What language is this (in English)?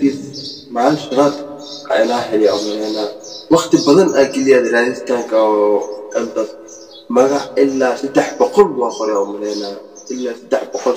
Somali